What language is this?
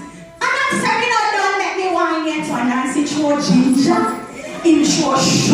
Jamaican Creole English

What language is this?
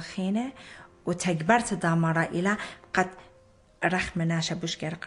Assyrian Neo-Aramaic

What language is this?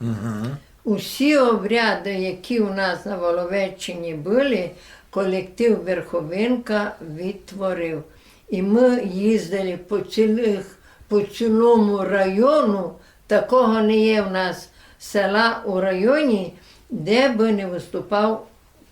Rusyn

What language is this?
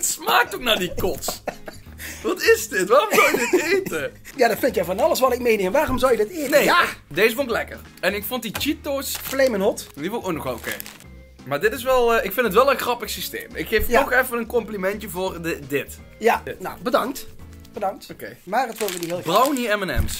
Dutch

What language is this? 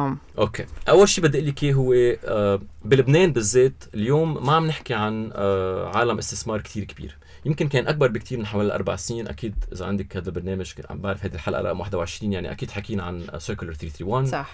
North Levantine Arabic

